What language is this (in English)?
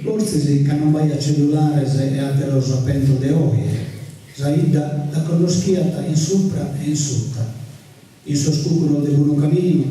Sardinian